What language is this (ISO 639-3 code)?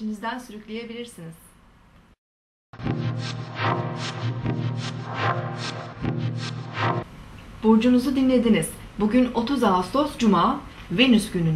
tur